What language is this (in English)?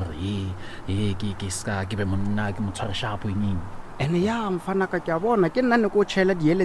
Northern Sotho